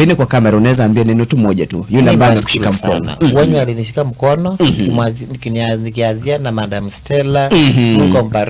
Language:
Swahili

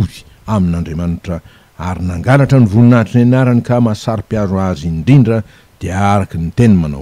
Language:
Malagasy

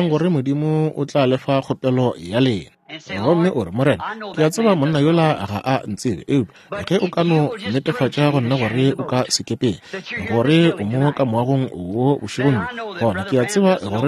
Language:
Northern Sotho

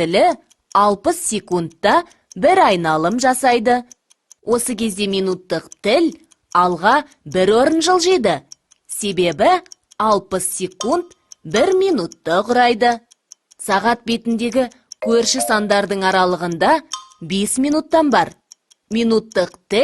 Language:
Kazakh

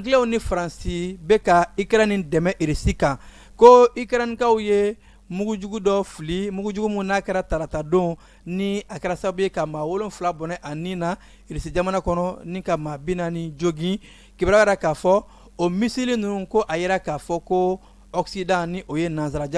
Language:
Bambara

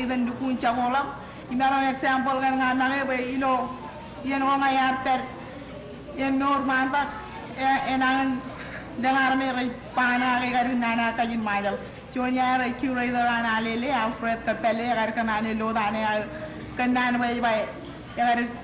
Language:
Marshallese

